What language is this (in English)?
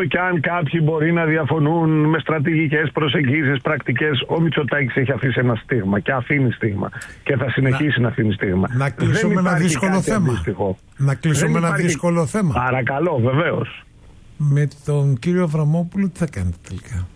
Greek